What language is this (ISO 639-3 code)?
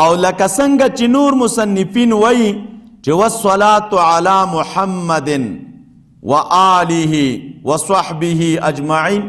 pus